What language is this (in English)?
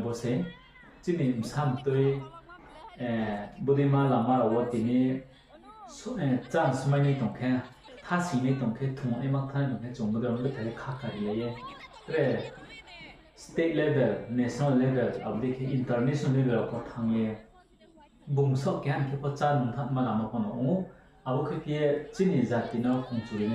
Riang (India)